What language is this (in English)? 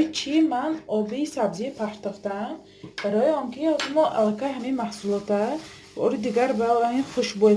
Tajik